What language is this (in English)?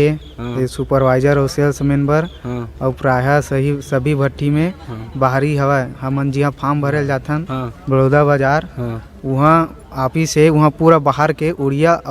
Chhattisgarhi